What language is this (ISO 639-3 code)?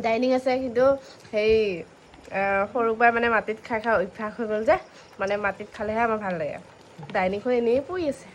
asm